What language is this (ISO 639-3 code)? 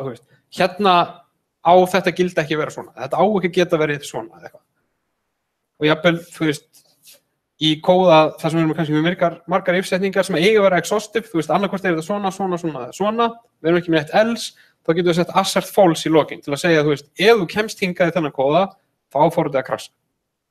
isl